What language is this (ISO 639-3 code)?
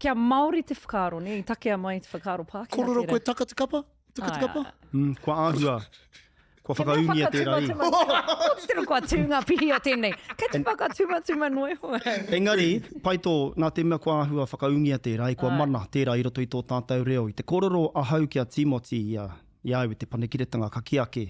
mri